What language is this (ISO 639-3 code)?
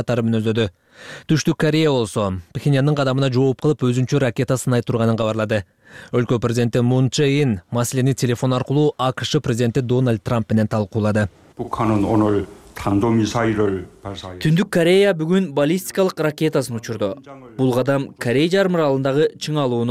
kir